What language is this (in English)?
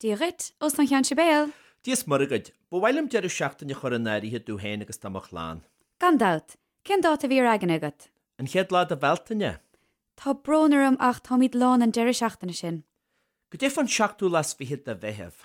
Irish